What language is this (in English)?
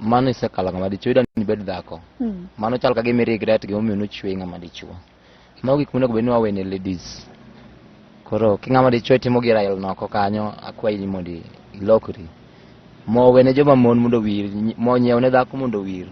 Luo (Kenya and Tanzania)